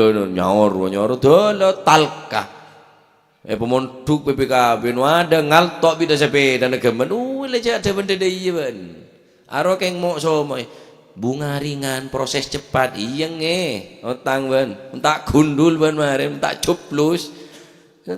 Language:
Madurese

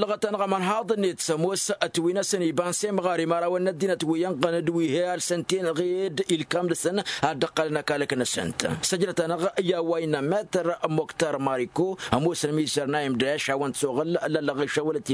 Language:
Tamasheq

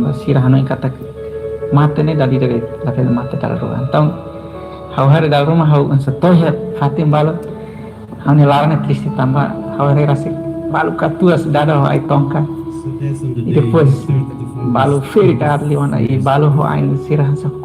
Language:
Tetum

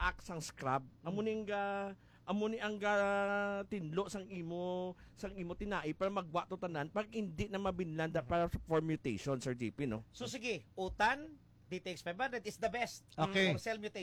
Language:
Hiligaynon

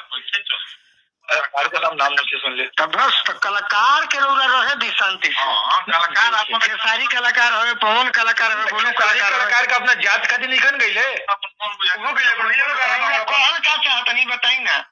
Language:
Bhojpuri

